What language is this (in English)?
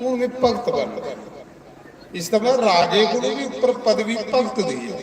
Dogri